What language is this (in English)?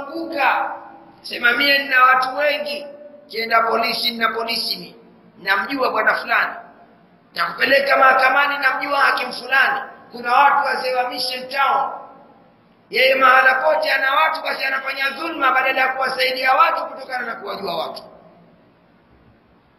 Swahili